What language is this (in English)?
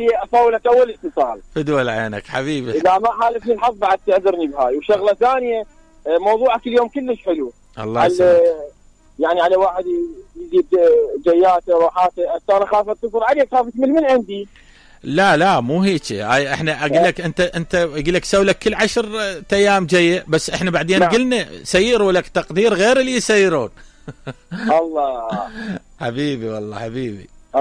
Mesopotamian Arabic